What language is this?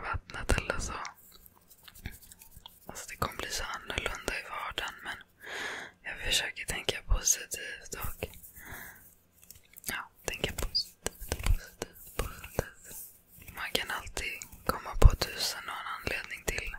Swedish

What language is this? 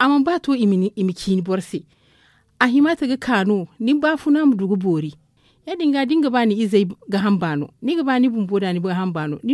Zarma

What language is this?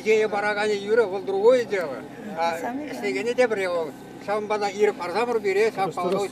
Chuvash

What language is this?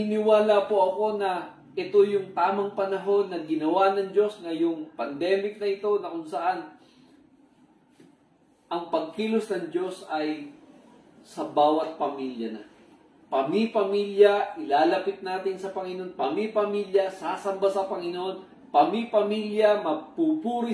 Filipino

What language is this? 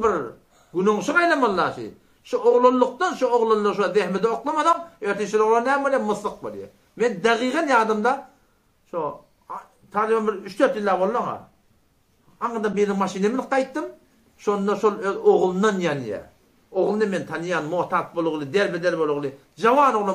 Turkmen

